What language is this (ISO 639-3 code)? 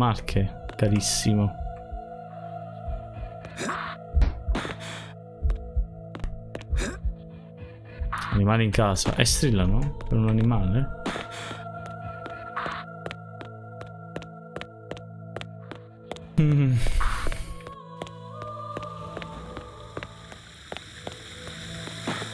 ita